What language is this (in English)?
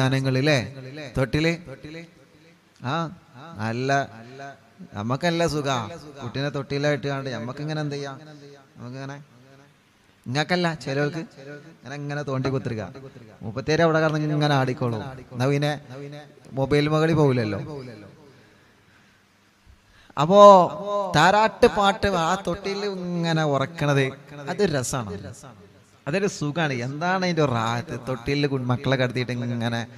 Malayalam